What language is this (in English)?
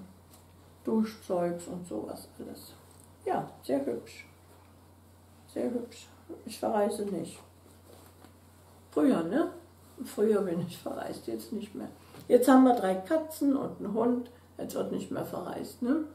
German